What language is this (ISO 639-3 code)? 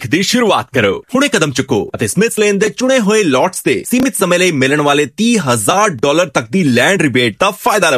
pan